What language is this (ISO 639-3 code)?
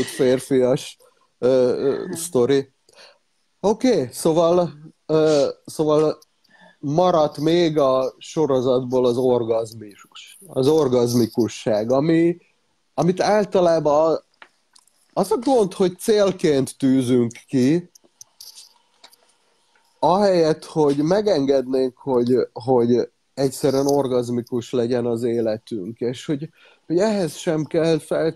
hun